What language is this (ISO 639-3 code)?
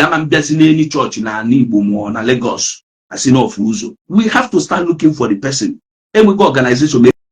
ibo